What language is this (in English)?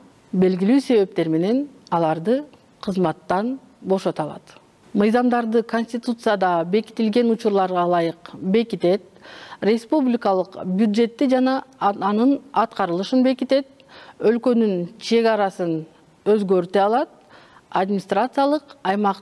Kyrgyz